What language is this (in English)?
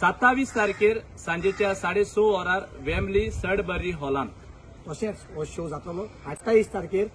Konkani